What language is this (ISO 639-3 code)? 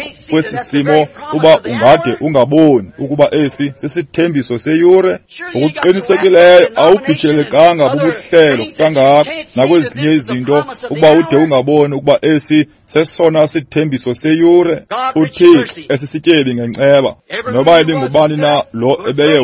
xho